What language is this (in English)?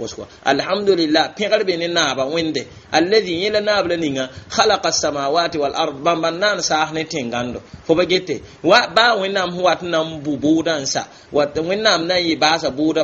Mossi